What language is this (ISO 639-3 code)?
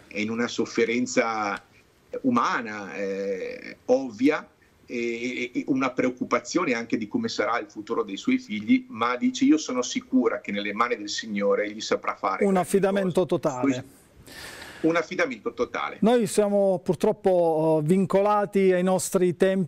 ita